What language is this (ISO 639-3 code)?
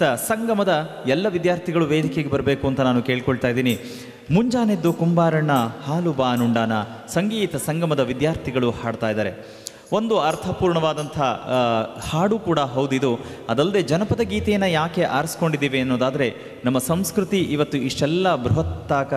kan